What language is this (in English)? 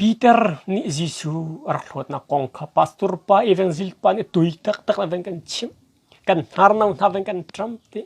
Hakha Chin